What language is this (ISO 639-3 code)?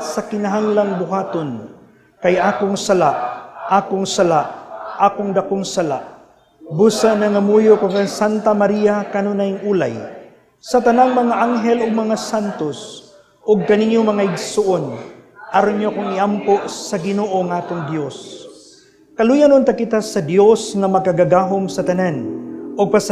ceb